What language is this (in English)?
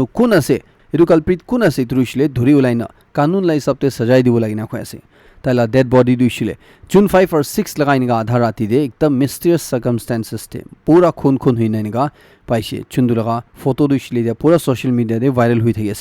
Naga Pidgin